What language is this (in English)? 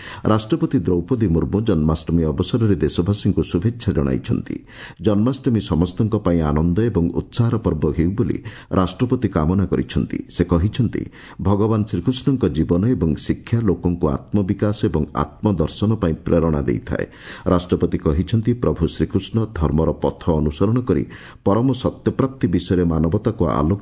Odia